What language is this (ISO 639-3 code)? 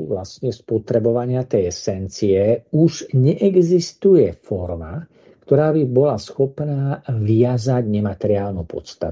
slk